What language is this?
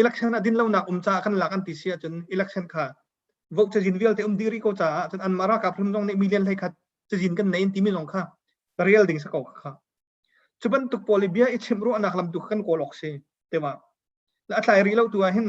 Hakha Chin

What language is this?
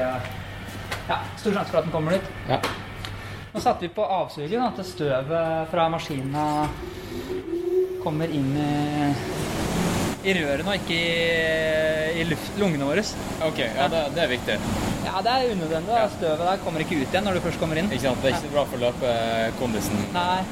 Norwegian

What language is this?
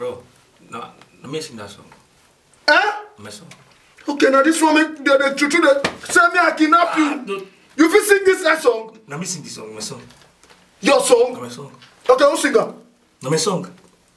Nigerian Pidgin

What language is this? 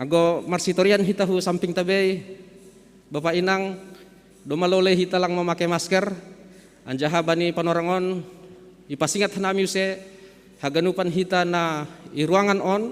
Batak Simalungun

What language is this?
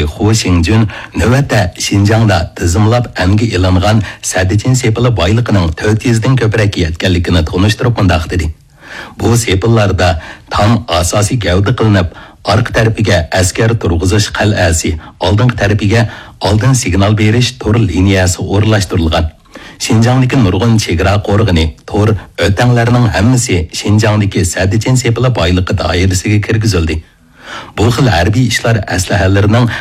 Uyghur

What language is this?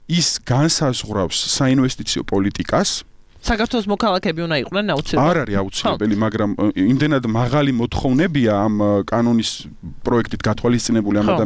Georgian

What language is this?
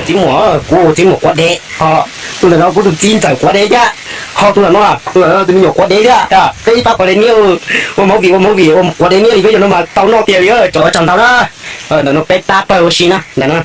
Hmong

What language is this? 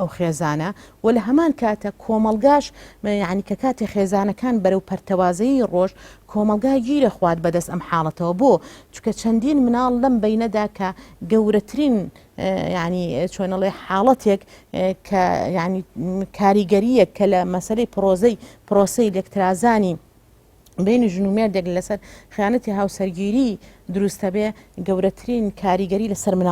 Central Kurdish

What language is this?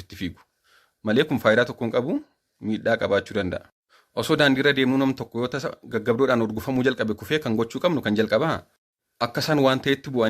Oromo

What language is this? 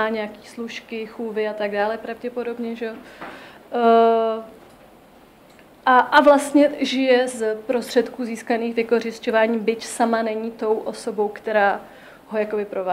Czech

